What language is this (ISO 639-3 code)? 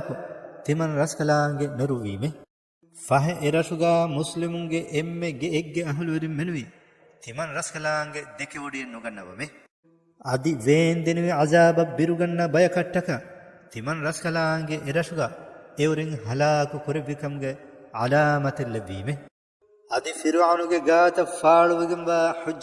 div